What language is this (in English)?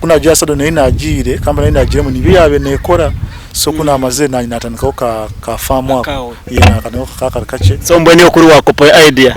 Nyankole